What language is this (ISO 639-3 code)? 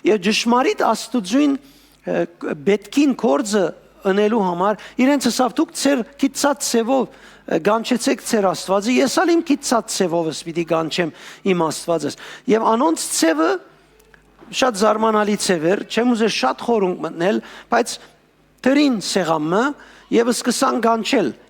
hyw